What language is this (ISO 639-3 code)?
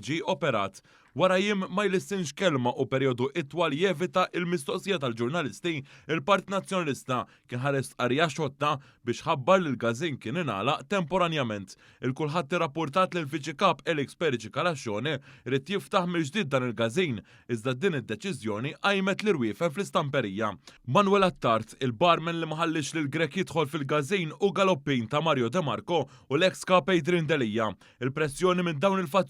mlt